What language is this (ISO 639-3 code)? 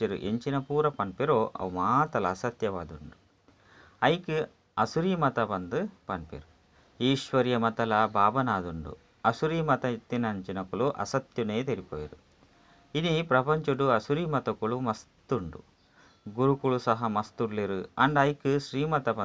tcy